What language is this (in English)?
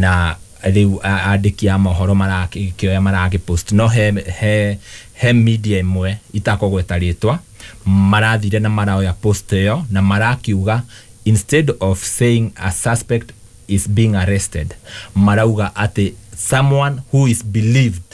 Kikuyu